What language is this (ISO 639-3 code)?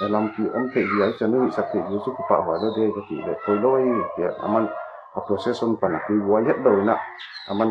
pck